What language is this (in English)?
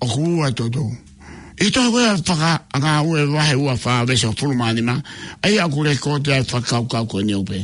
Tongan